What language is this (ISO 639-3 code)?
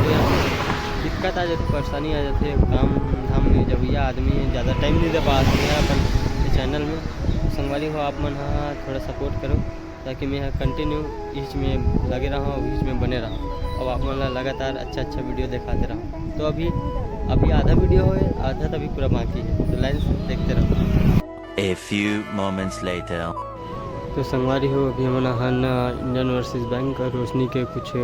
hne